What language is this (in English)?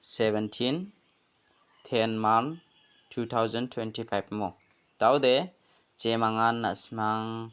Garo